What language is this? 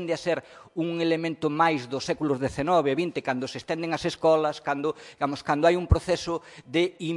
Galician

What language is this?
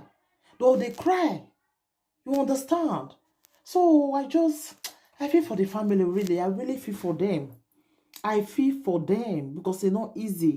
Nigerian Pidgin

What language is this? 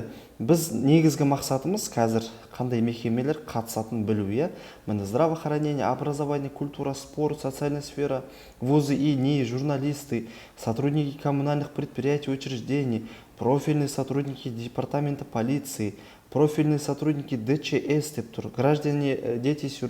Kazakh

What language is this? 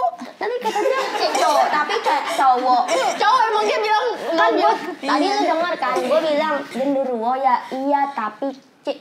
Indonesian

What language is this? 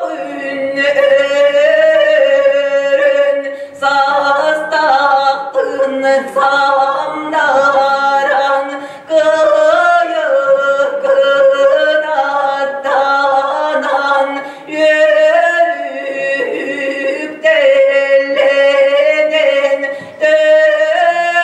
Yakut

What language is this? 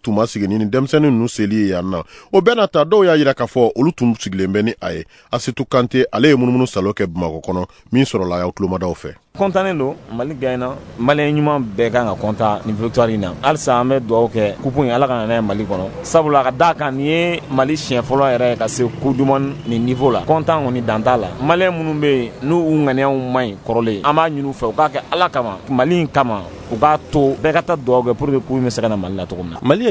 Bambara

